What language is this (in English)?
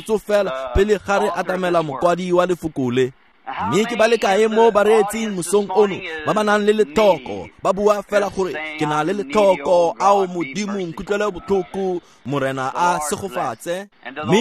Tswana